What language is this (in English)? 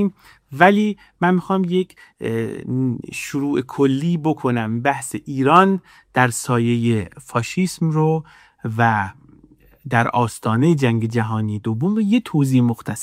Persian